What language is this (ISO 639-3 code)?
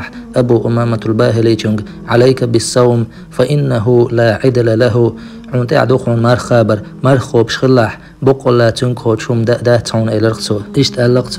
che